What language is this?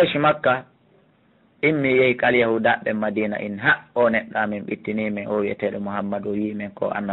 Fula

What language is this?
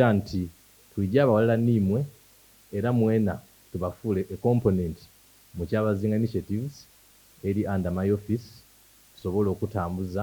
Soga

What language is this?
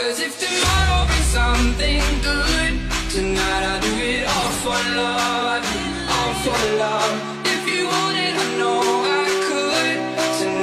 English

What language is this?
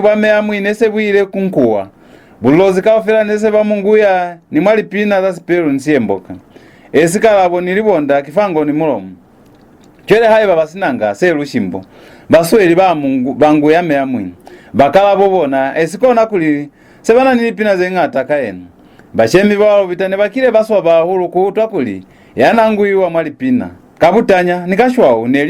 Lozi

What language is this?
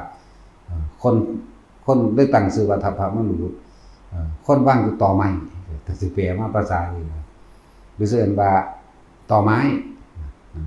Northeastern Thai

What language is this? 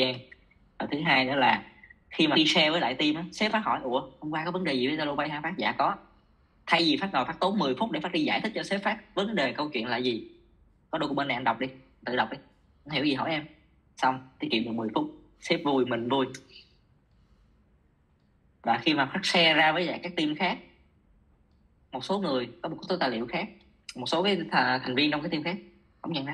Vietnamese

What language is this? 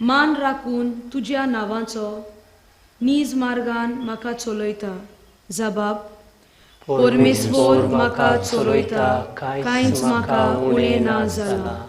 Konkani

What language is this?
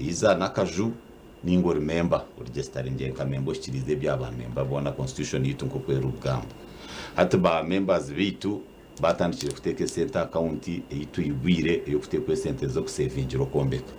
Nyankole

